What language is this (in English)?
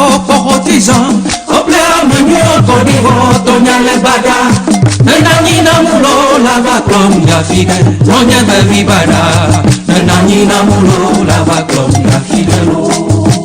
Ewe